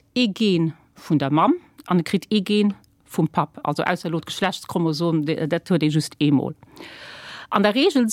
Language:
Luxembourgish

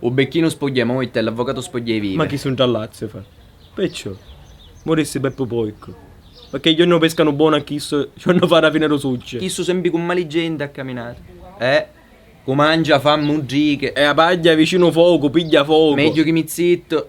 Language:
Sicilian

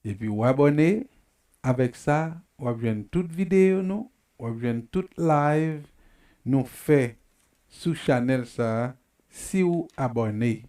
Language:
Haitian Creole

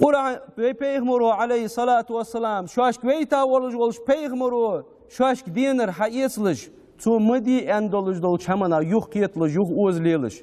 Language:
Ingush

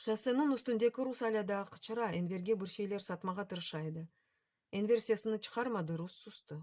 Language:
Crimean Tatar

